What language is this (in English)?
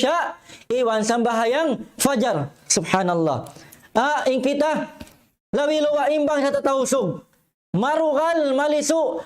Tausug